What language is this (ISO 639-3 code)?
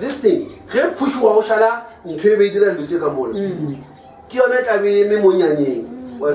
nso